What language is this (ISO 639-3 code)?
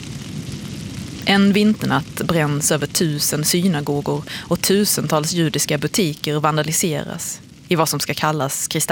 swe